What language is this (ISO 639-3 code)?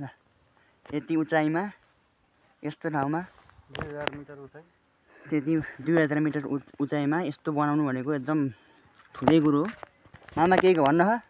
nep